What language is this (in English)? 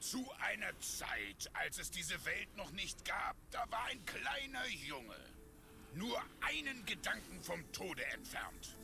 Swiss German